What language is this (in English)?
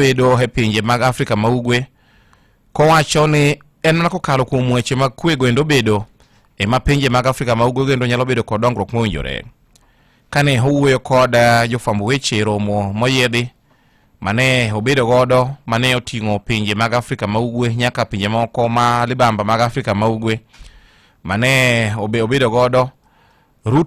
Luo (Kenya and Tanzania)